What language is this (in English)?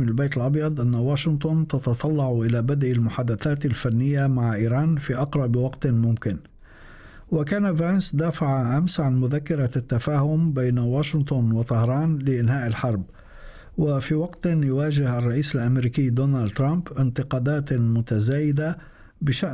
Arabic